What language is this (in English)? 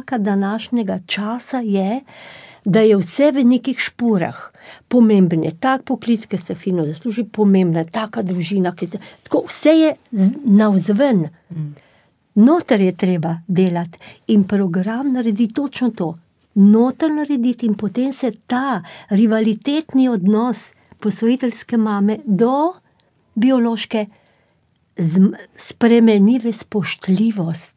Slovenian